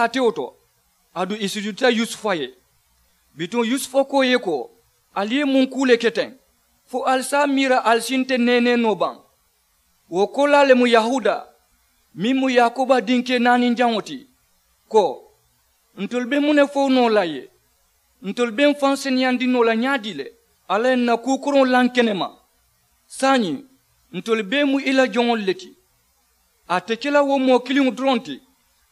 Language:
Mandingo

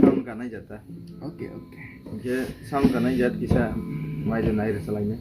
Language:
Kok Borok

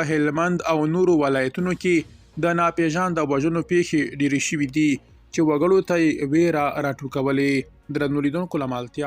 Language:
Pashto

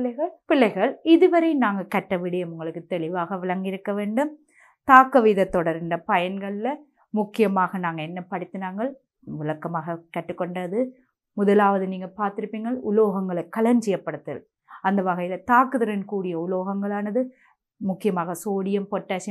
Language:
Tamil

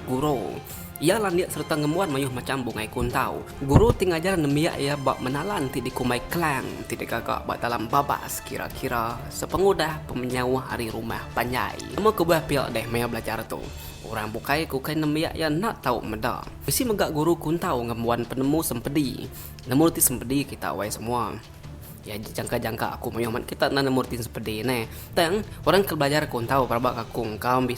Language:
Iban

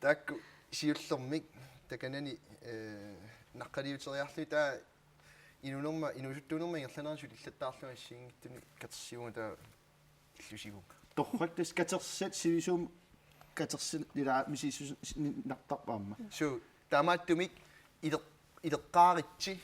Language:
Kalaallisut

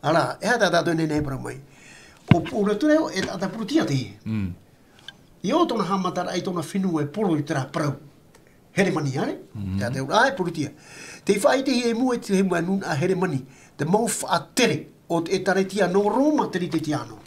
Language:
Tahitian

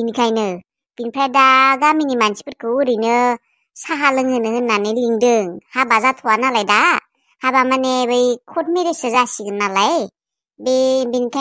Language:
Bodo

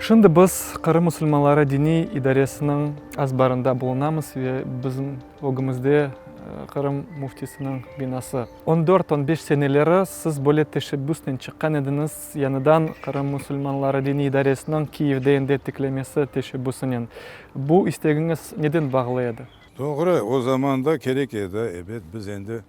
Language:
Crimean Tatar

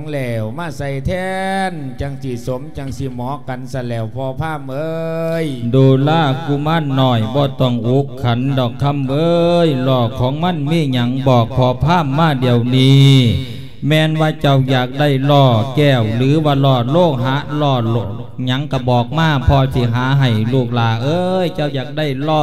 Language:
Lao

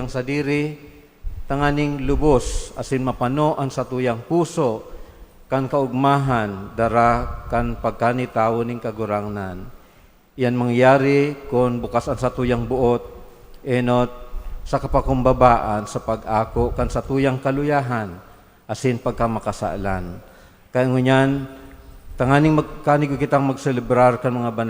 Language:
Bikol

